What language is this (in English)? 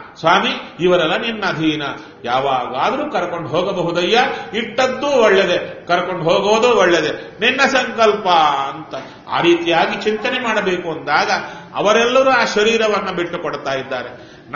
Kannada